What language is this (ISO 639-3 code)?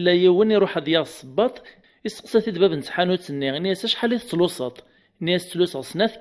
kab